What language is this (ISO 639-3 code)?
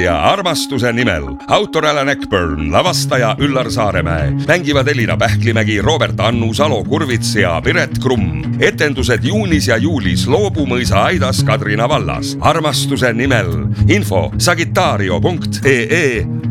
est